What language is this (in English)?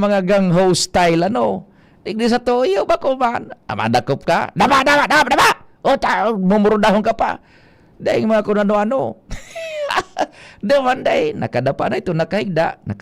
Bikol